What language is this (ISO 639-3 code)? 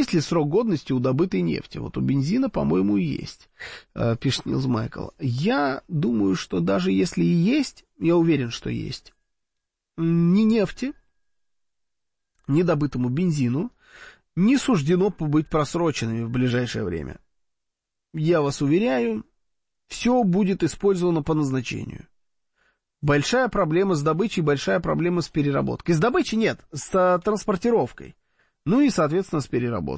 rus